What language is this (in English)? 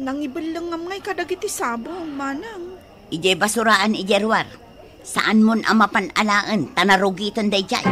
Iloko